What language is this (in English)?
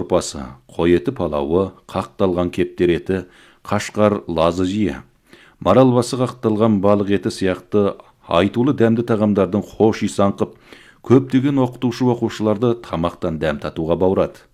Kazakh